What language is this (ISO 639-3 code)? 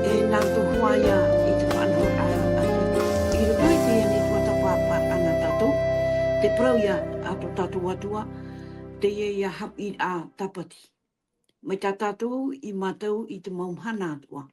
tah